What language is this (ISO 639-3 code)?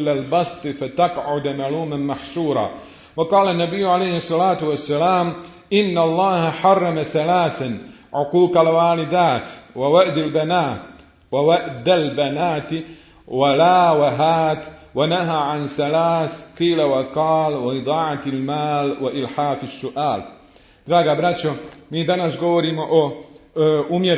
bos